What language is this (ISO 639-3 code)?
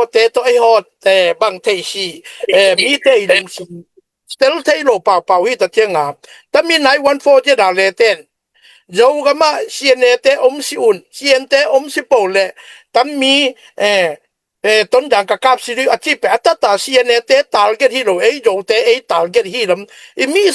ctd